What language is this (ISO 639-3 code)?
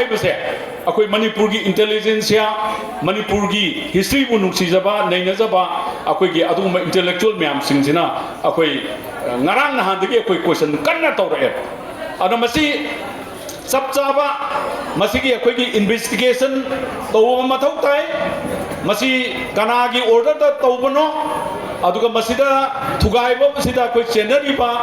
mni